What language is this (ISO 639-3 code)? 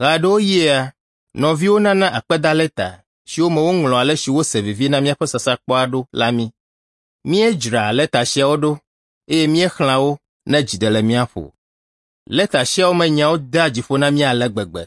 ewe